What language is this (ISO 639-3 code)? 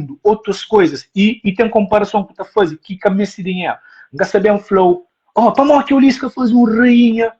kea